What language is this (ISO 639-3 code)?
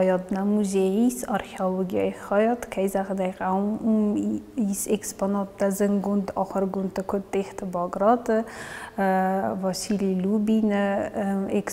oss